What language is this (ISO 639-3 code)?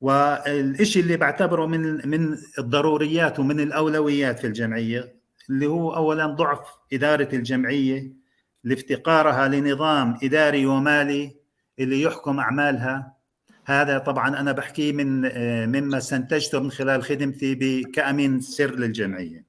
apc